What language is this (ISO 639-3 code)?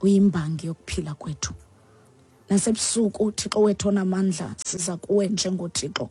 xho